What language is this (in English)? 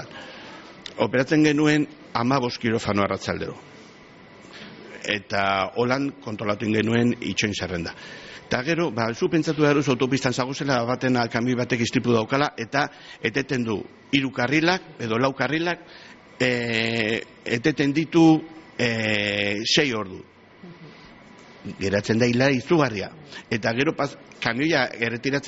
Basque